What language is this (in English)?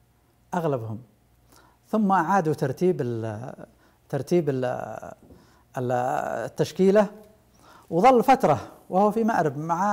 Arabic